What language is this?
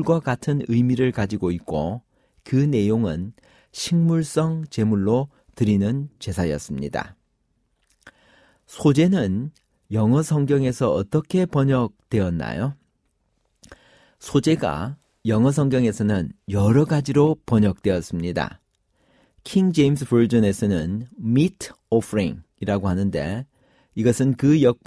Korean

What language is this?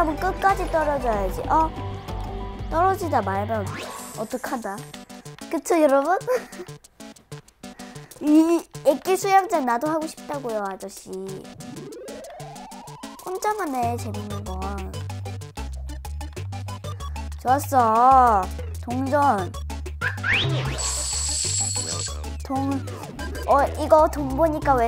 Korean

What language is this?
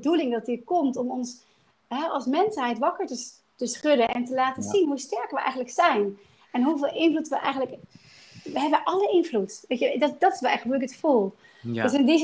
Dutch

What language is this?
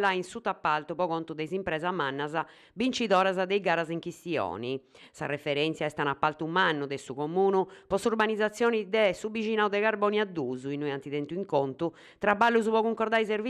Sardinian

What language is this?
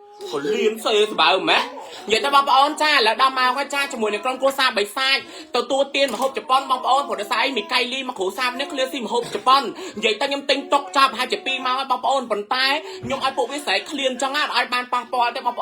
Khmer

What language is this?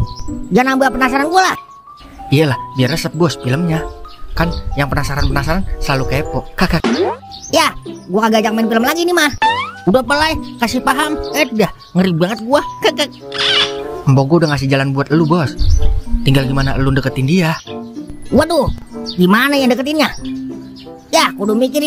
Betawi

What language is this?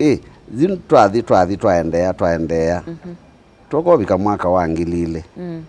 Kamba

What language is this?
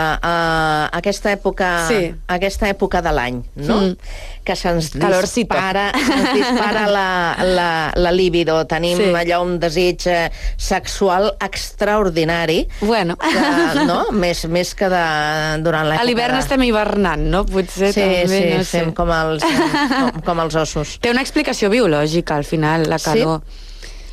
Catalan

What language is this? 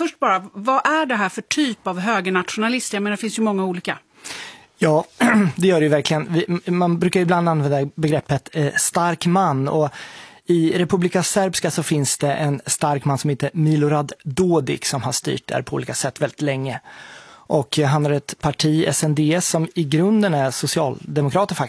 Swedish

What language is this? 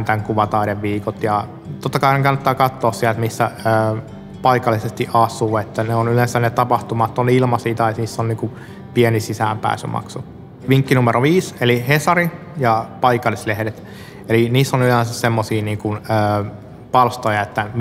Finnish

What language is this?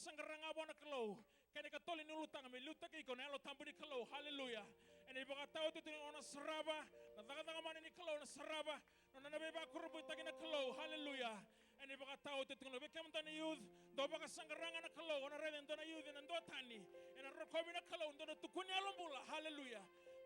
Fijian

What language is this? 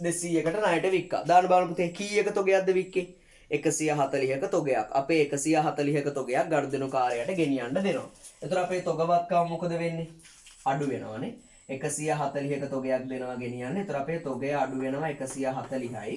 Sinhala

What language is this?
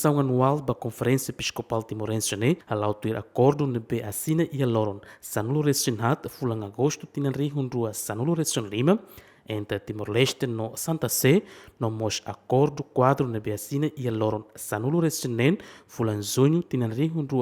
Tetum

